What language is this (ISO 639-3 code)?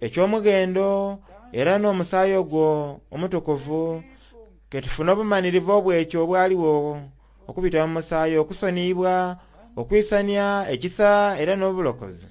xog